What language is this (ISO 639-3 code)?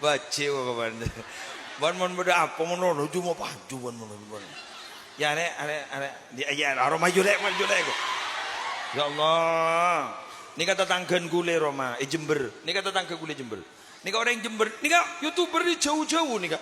mad